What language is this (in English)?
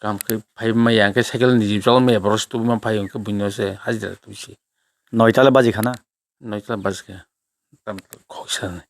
Kok Borok